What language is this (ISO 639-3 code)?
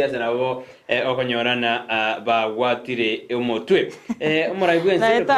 guz